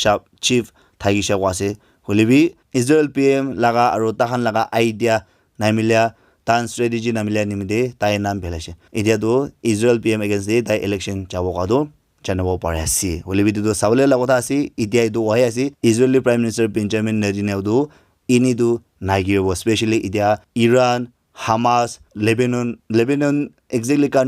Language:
Naga Pidgin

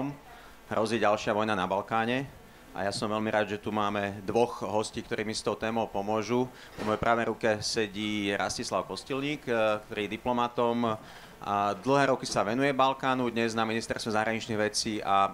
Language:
Slovak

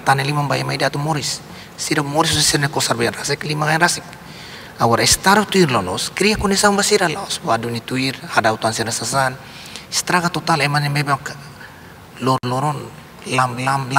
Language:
Tetum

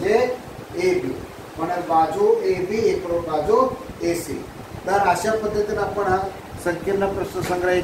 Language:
Marathi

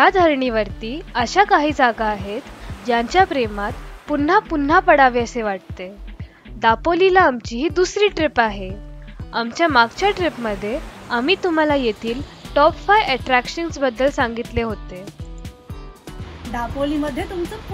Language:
Marathi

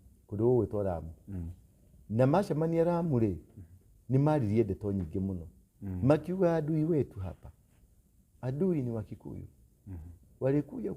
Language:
Kikuyu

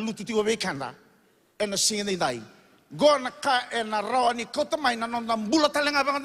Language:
Fijian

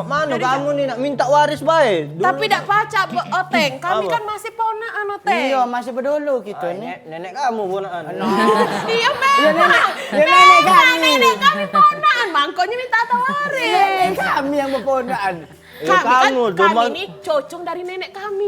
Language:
Musi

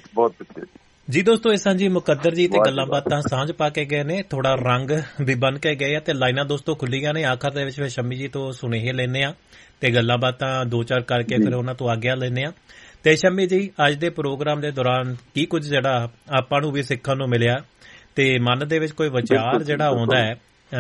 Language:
Punjabi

